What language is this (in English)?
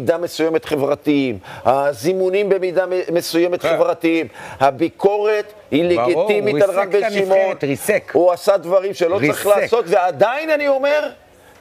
Hebrew